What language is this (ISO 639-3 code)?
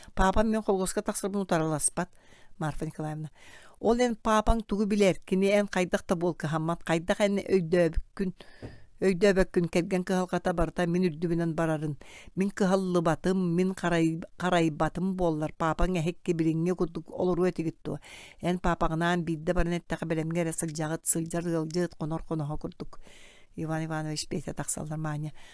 sah